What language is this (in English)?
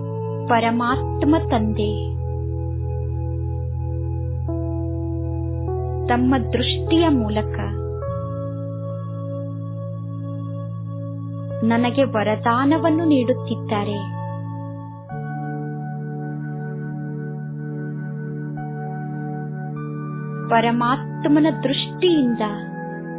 Kannada